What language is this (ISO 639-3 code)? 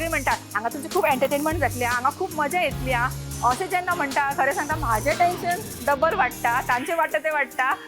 kok